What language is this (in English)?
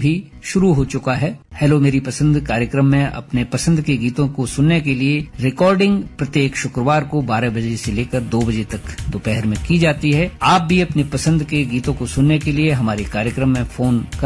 Hindi